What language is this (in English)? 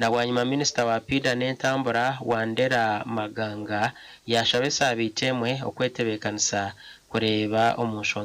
Nyankole